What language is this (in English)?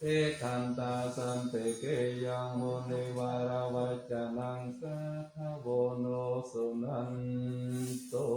Pali